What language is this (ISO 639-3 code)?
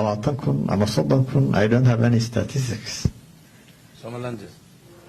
som